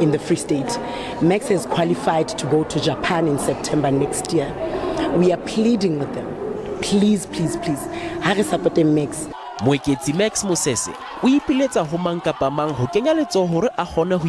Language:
Southern Sotho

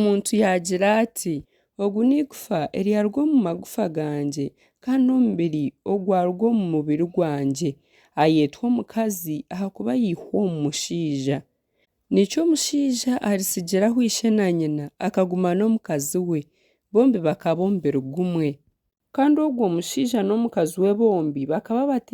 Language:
Nyankole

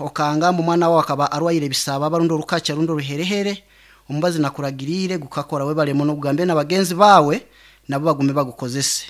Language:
Nyankole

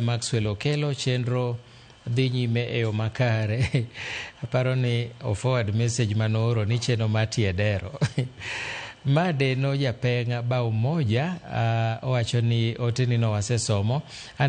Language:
Luo (Kenya and Tanzania)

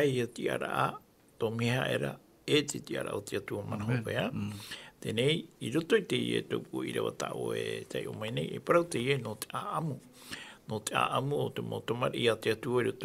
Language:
Tahitian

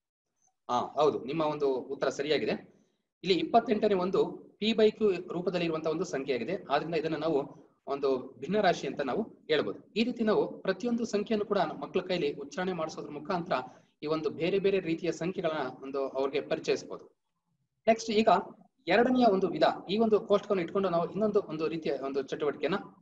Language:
Kannada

